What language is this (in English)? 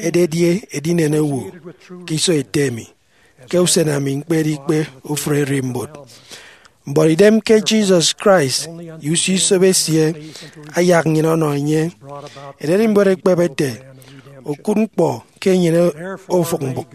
Efik